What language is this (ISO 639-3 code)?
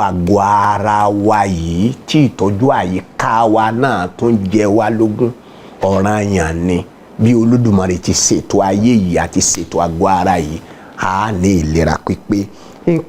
yor